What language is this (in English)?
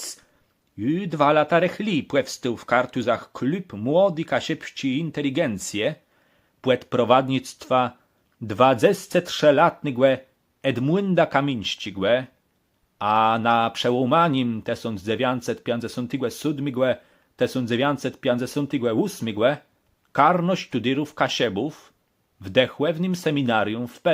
Kashubian